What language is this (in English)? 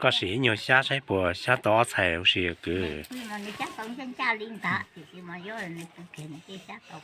Hmong